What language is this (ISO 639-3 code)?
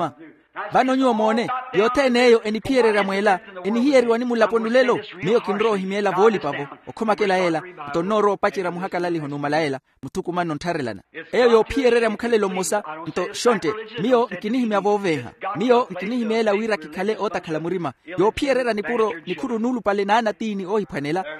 vmw